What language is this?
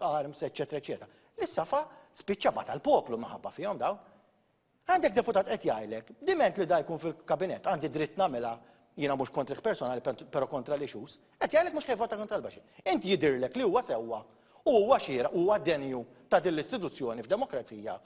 Maltese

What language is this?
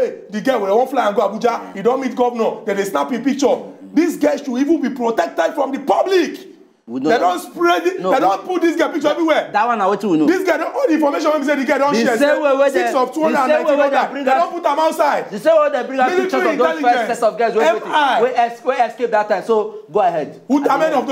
Nigerian Pidgin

